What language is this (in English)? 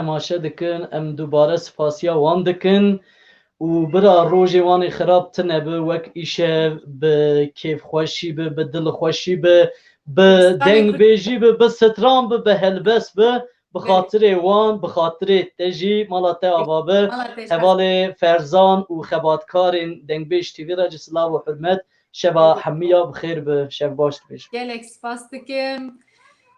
Kurdish